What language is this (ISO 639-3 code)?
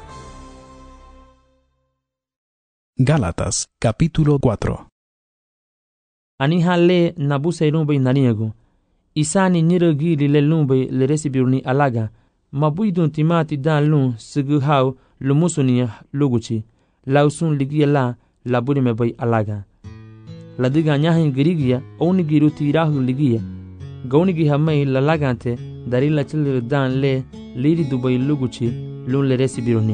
cab